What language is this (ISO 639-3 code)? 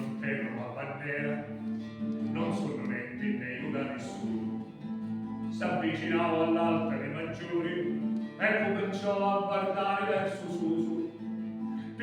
scn